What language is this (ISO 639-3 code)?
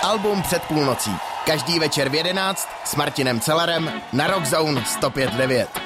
ces